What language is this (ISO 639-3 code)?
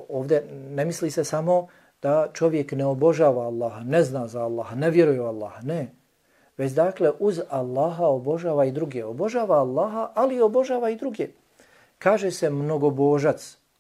bos